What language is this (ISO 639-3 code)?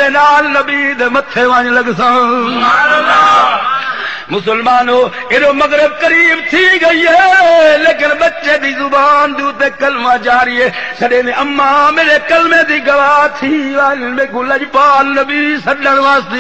skr